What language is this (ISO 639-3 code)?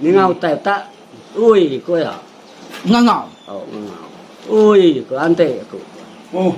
iba